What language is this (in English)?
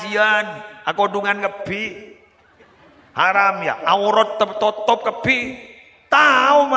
Madurese